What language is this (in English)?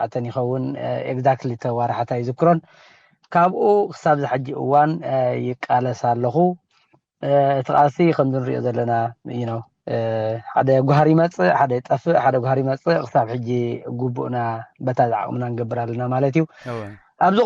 Tigrinya